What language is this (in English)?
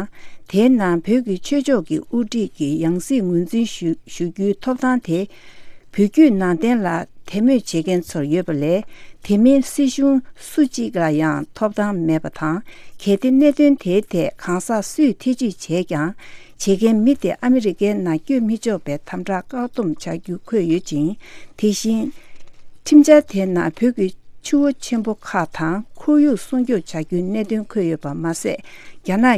Tibetan